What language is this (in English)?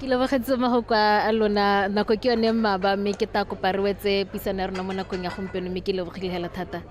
Tswana